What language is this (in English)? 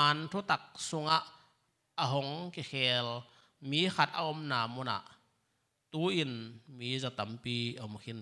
Tedim Chin